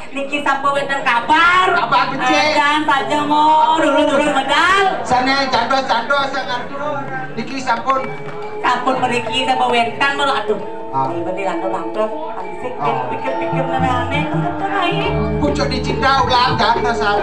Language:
Balinese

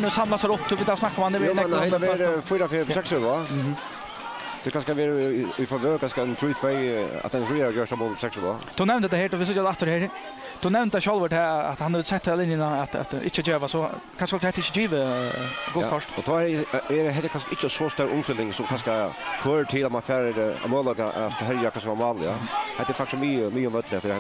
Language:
Faroese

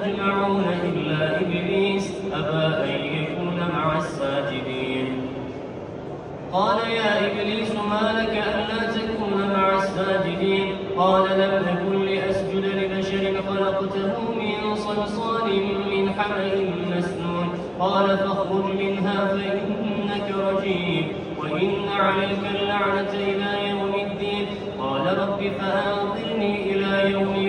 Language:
Arabic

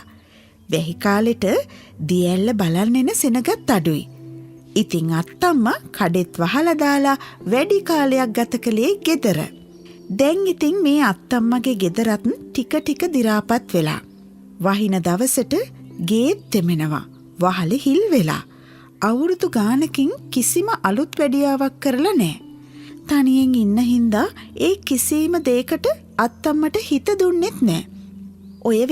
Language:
Sinhala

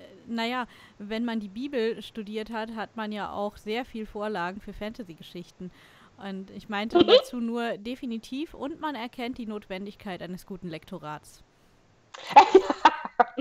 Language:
German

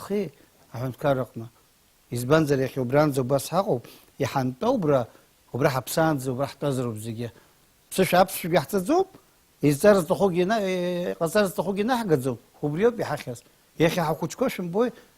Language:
Abkhazian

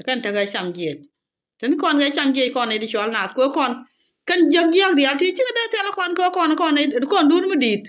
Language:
Nuer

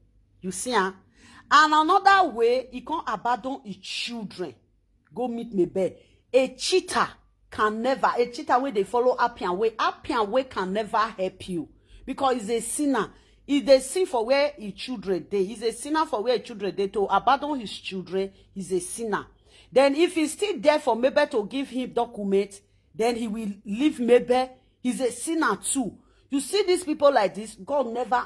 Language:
Nigerian Pidgin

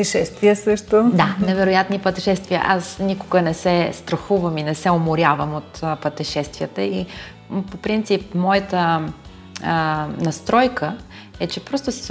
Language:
Bulgarian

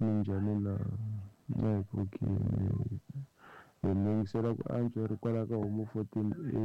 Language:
Tsonga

